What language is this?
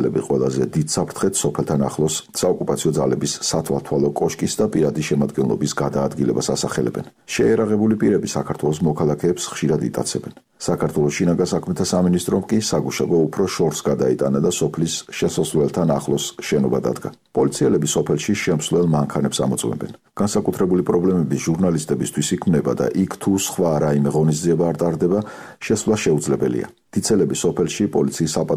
Georgian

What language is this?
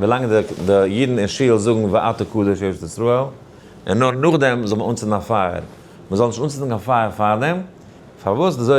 Yiddish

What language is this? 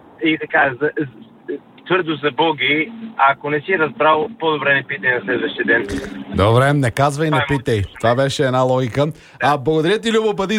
Bulgarian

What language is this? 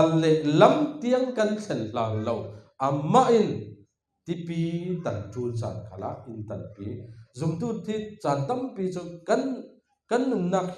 Falam Chin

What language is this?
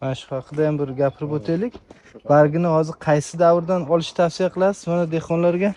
Uzbek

